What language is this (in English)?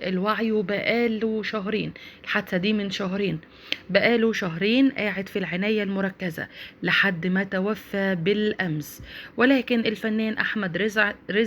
Egyptian Arabic